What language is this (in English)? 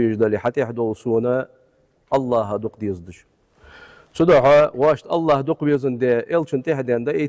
Ingush